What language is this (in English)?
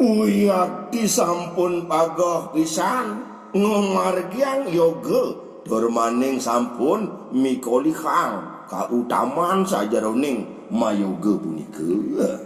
Balinese